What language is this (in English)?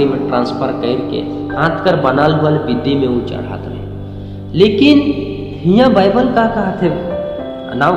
Sadri